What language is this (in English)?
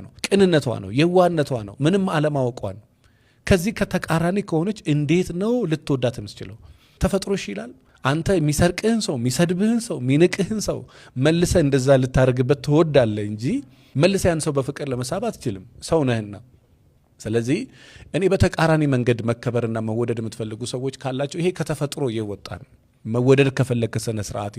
Amharic